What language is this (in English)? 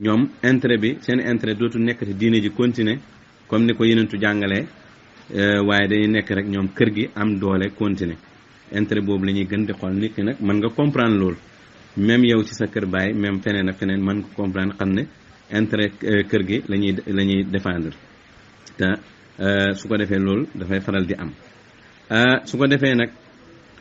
Wolof